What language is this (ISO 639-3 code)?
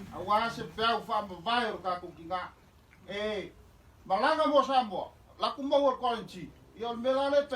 smo